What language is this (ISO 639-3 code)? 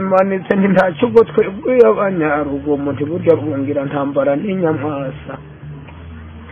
kin